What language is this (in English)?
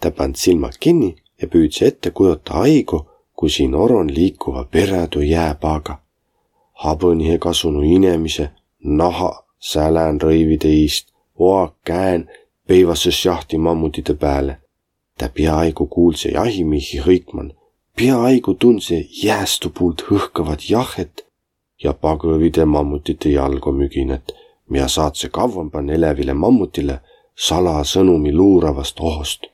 Võro